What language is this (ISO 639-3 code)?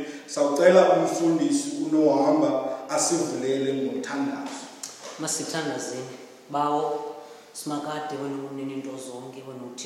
xho